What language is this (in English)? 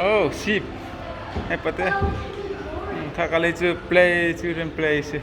Hakha Chin